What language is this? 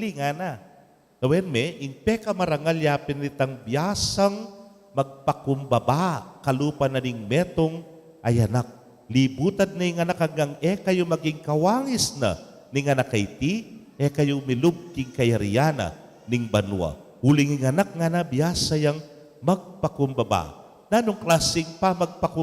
Pampanga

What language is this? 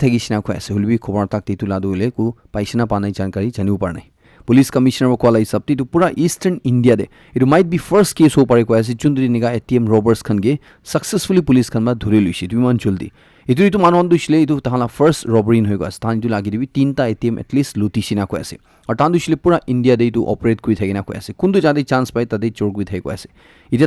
Naga Pidgin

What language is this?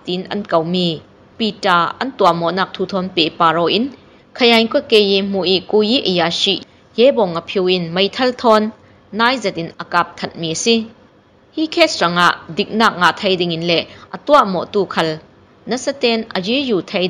Burmese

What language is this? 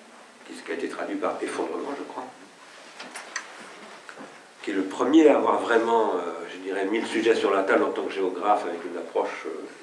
French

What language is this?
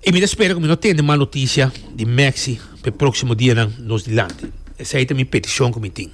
Papiamento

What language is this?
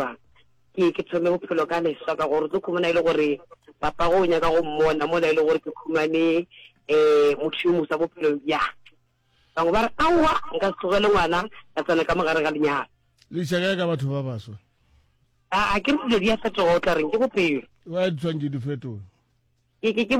Northern Sotho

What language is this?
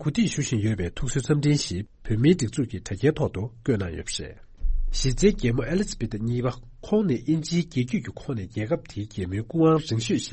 Tibetan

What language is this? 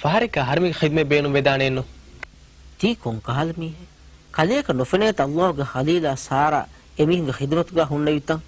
Divehi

